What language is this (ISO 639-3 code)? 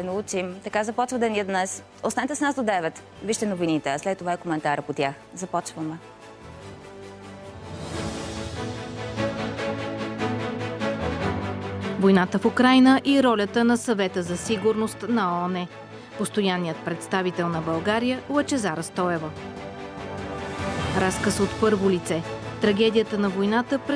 bul